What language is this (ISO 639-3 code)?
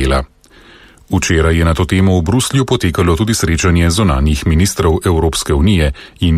slv